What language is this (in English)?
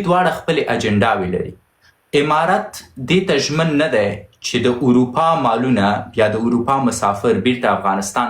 Pashto